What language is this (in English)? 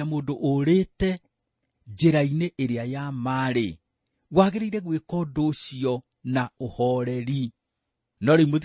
Kikuyu